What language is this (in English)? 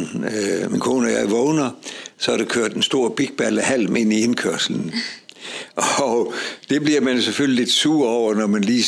Danish